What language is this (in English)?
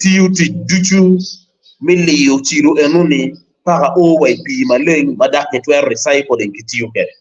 Acoli